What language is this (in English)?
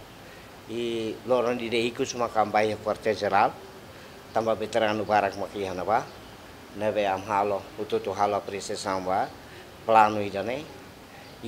Tetum